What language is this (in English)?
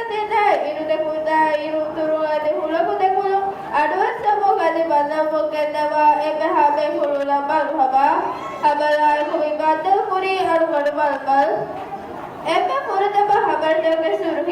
Divehi